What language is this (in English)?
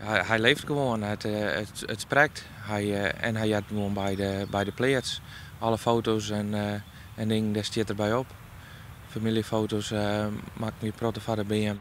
Western Frisian